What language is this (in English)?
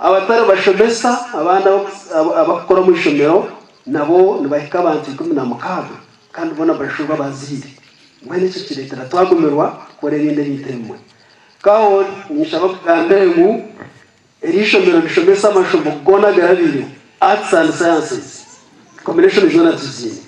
Nyankole